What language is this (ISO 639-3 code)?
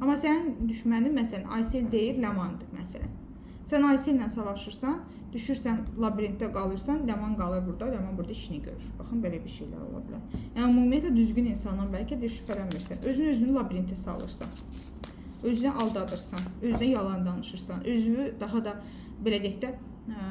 aze